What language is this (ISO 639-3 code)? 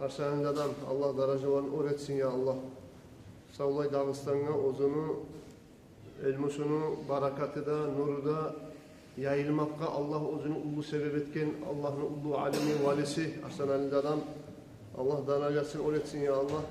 kum